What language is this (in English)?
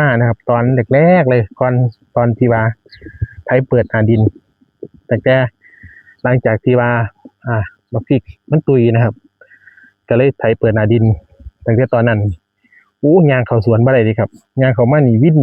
Northeastern Thai